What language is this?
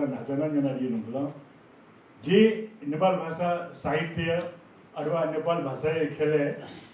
Newari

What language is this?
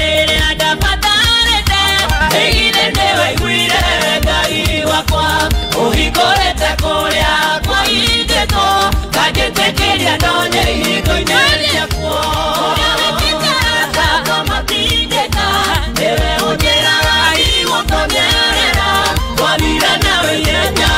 Kikuyu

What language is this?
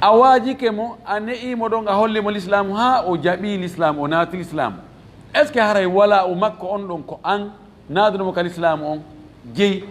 Fula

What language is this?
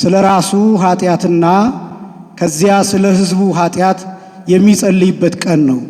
Amharic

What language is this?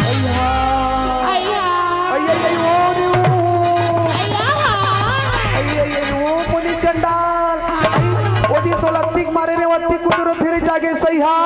Chhattisgarhi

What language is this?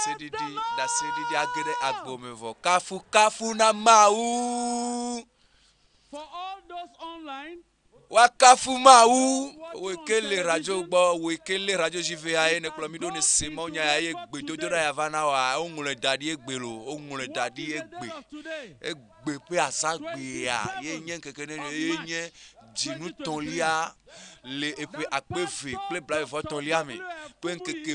Ewe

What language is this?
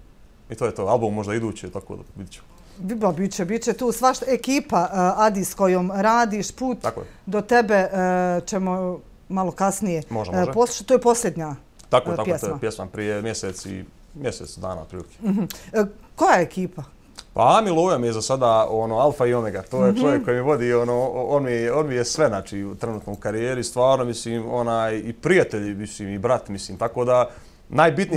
Bosnian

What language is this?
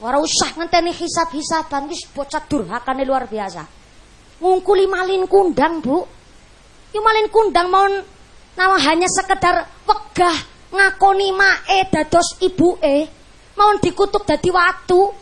Javanese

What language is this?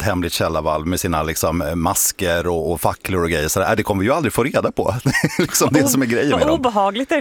Swedish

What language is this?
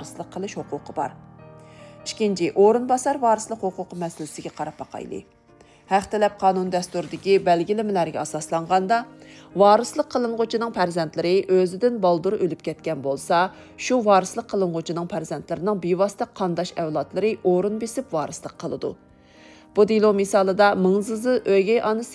Uyghur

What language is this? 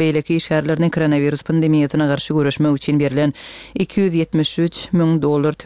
Turkmen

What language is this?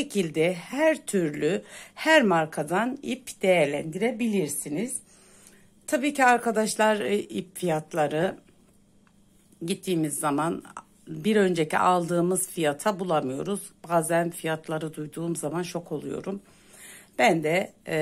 Turkish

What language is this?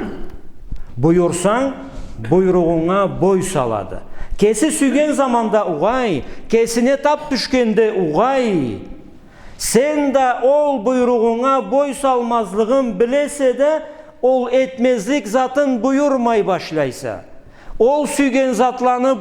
Karachay-Balkar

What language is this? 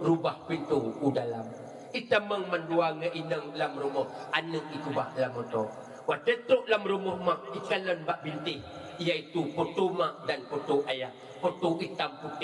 Achinese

